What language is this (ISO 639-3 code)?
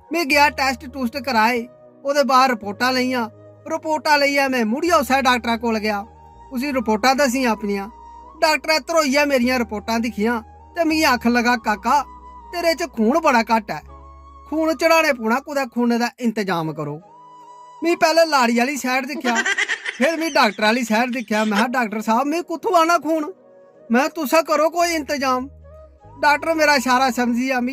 doi